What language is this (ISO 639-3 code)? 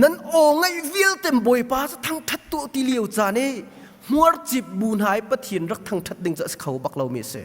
cnh